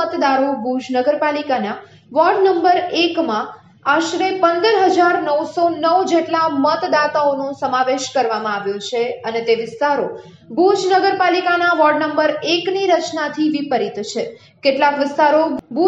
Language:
Gujarati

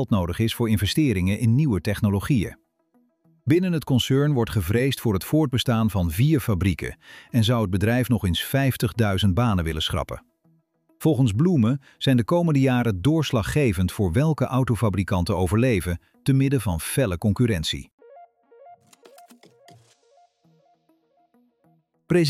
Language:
Dutch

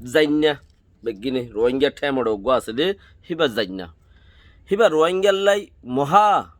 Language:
Rohingya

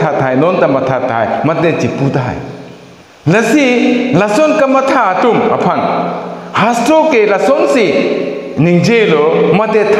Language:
Karbi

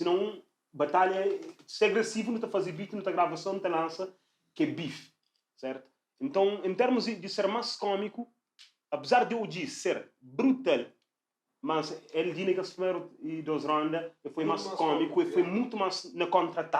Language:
Kabuverdianu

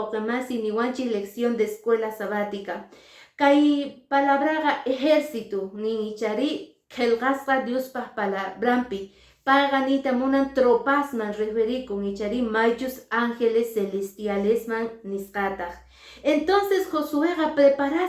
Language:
Quechua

